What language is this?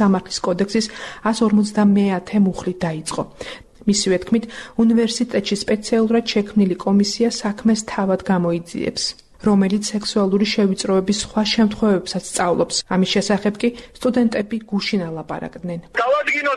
Georgian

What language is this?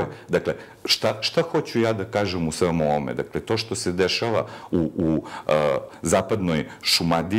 Serbian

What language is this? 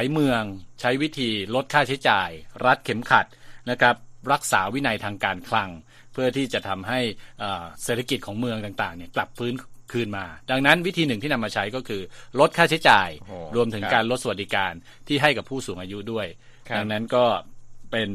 Thai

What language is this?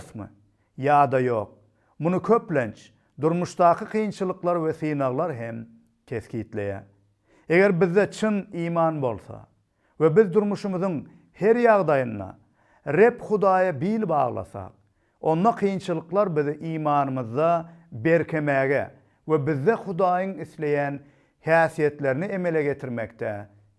Turkmen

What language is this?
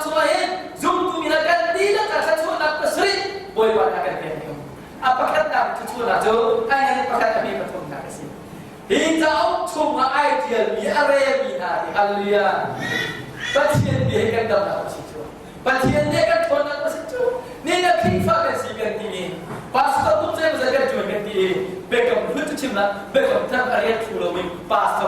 Hakha Chin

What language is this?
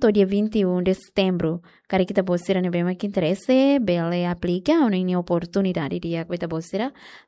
Tetum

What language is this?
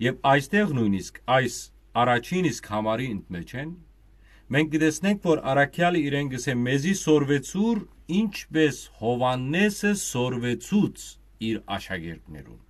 Western Armenian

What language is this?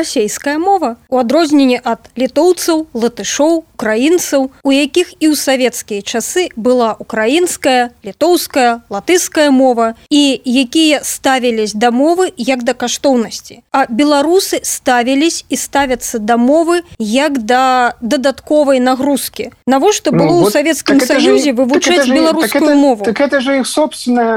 Belarusian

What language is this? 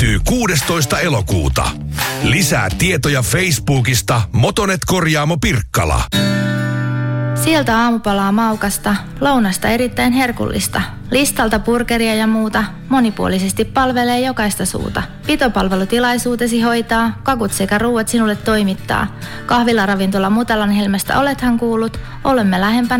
Finnish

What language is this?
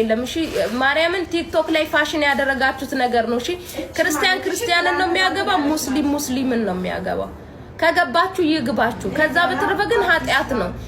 Amharic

